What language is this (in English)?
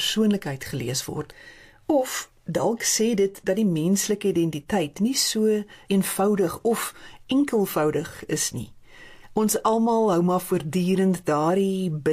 Afrikaans